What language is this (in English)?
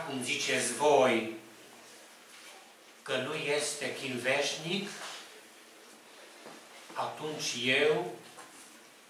Romanian